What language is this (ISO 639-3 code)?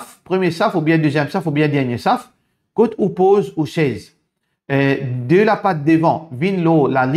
mfe